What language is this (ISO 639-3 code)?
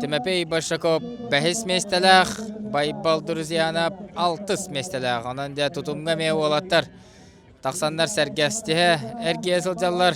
sah